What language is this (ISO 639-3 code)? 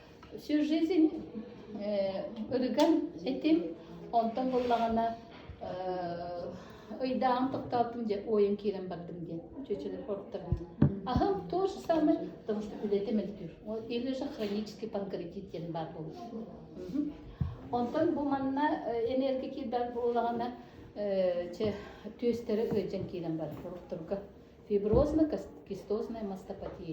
sah